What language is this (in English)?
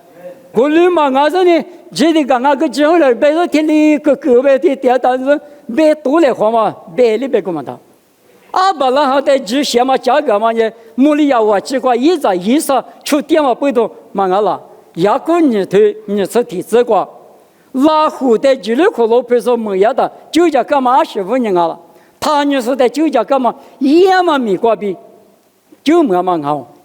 Lisu